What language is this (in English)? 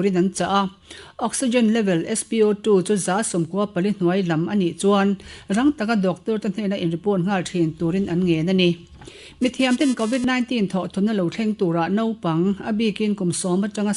Mizo